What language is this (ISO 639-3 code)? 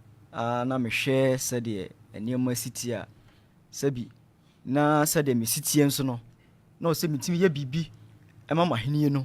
aka